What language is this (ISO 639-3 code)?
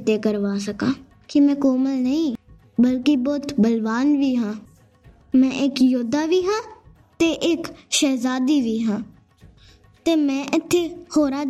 pan